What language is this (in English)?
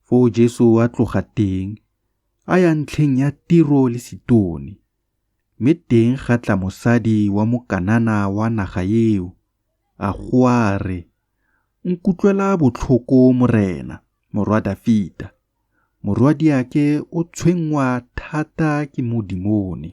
Tswana